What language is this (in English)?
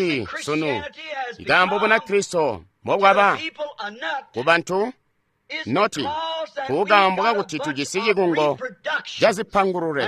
Tonga (Zambia)